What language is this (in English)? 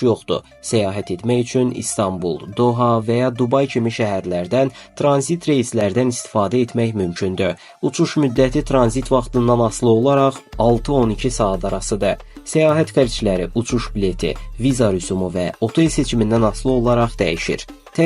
Azerbaijani